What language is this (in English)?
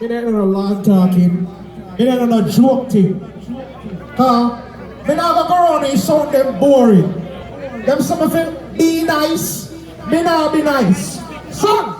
Jamaican Creole English